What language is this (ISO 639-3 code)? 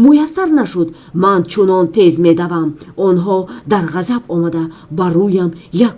tgk